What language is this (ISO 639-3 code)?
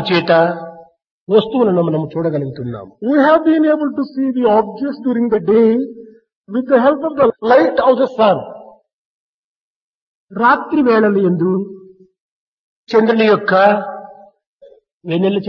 tel